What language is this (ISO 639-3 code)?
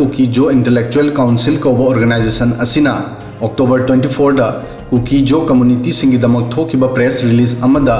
mni